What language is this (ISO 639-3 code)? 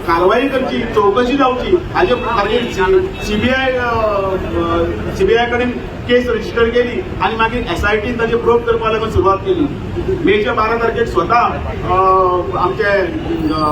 kok